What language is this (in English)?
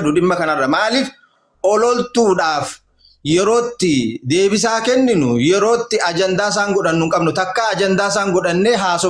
Oromo